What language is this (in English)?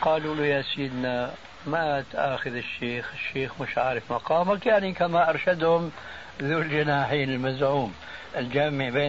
Arabic